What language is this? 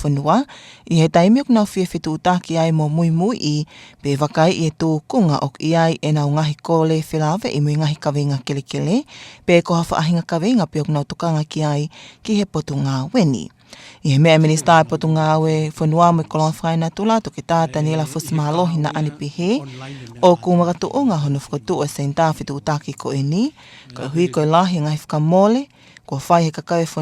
Tongan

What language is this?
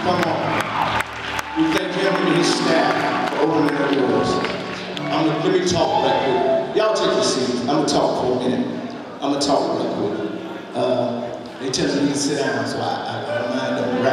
English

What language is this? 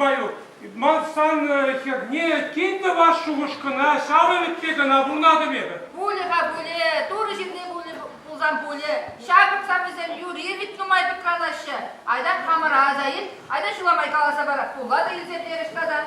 Chuvash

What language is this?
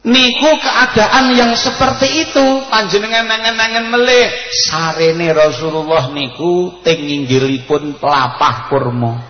Javanese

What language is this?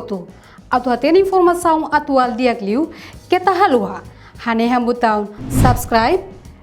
Tetum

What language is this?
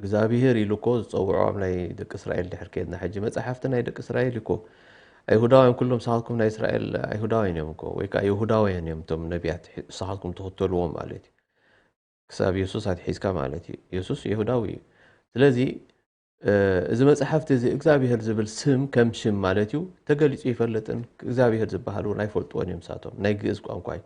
Tigrinya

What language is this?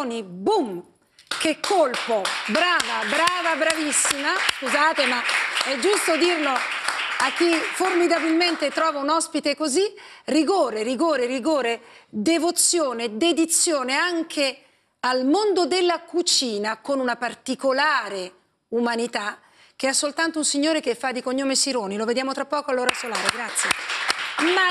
Italian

